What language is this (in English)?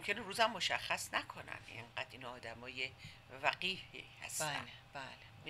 Persian